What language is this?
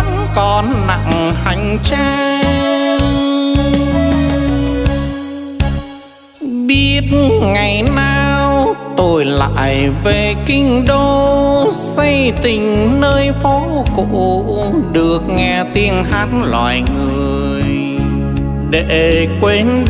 Vietnamese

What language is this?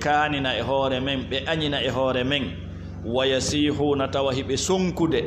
Fula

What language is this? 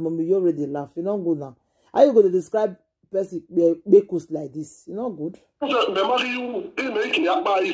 Nigerian Pidgin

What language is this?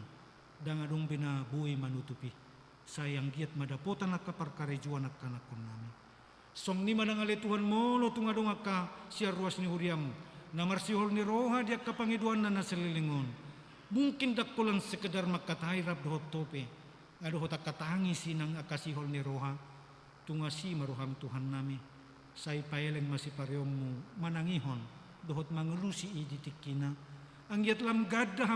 Batak Toba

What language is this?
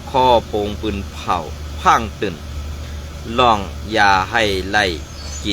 Shan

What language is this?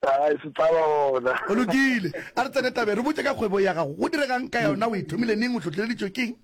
Northern Sotho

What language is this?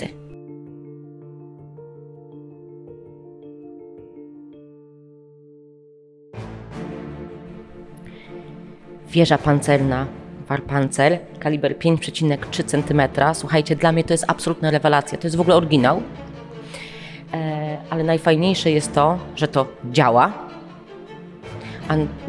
Polish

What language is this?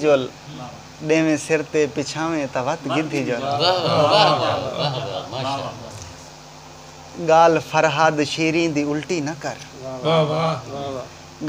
Saraiki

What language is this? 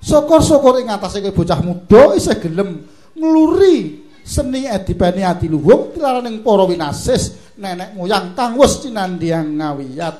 Javanese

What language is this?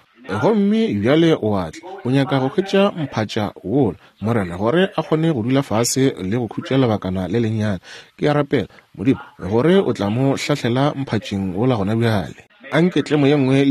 Northern Sotho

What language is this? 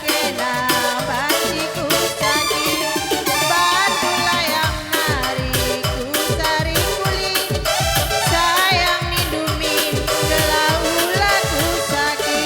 Batak Karo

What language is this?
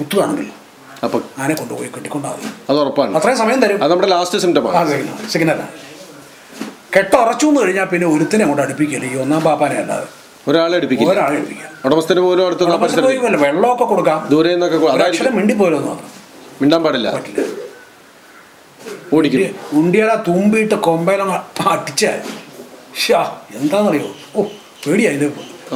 Malayalam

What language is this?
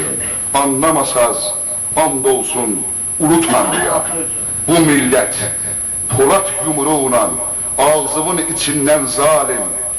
South Azerbaijani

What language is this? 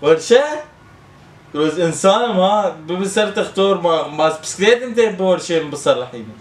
Kurdish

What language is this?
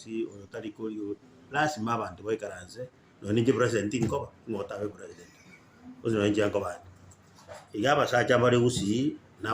Gusii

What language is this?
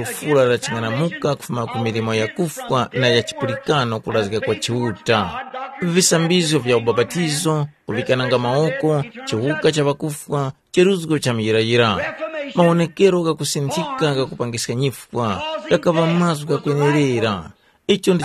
Tumbuka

